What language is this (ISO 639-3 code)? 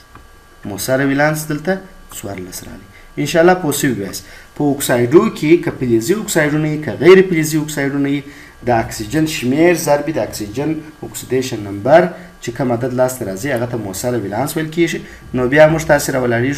pus